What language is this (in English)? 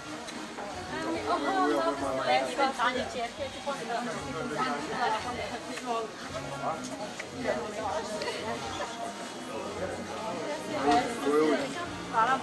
Serbian